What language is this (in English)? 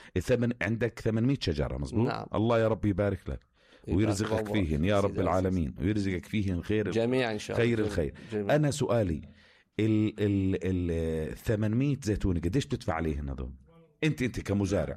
North Levantine Arabic